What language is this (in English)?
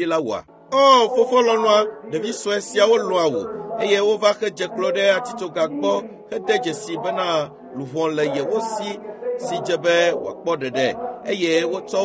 Ewe